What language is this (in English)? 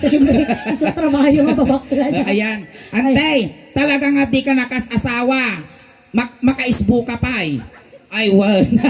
Iloko